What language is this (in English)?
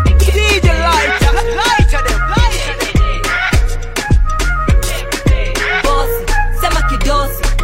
Swahili